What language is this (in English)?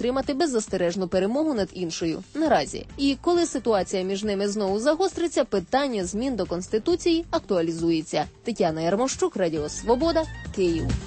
Ukrainian